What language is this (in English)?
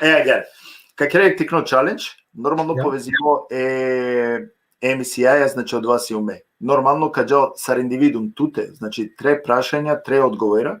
Balkan Romani